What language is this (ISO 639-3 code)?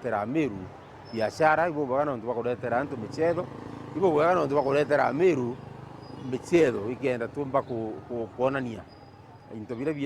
mer